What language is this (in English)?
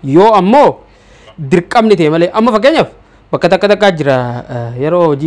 Oromo